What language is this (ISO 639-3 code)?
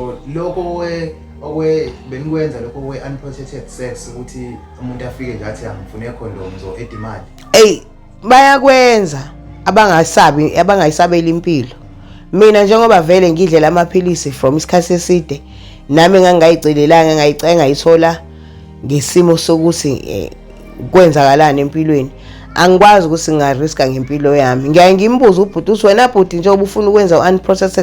zul